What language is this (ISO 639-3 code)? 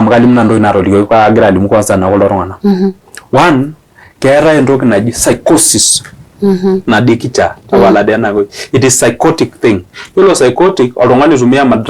mas